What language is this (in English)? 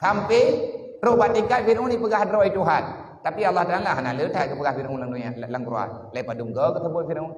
Achinese